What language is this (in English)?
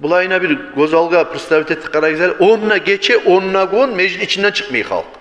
Kumyk